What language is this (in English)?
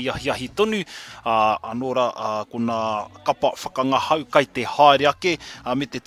Māori